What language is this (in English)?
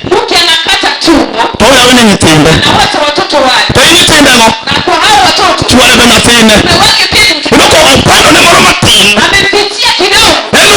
Luo (Kenya and Tanzania)